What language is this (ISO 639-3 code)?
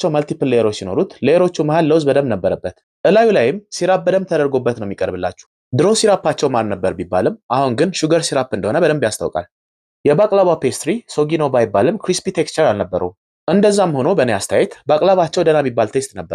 amh